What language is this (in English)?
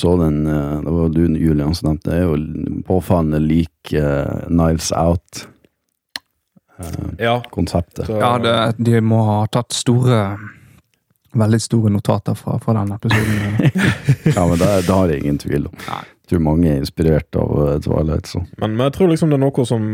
Norwegian